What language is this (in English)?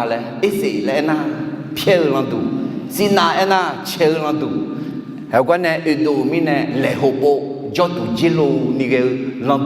Akha